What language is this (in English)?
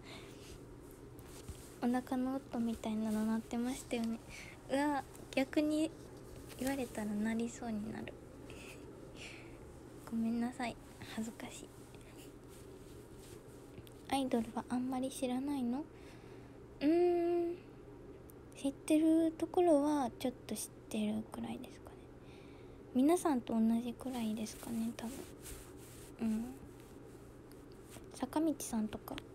Japanese